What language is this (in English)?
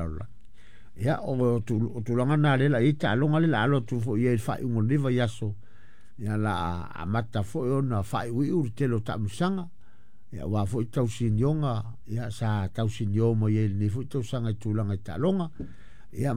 Samoan